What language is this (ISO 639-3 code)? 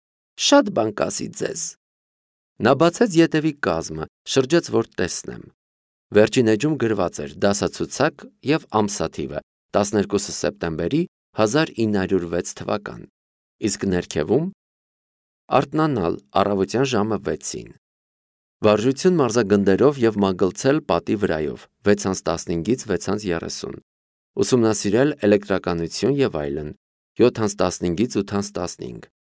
hye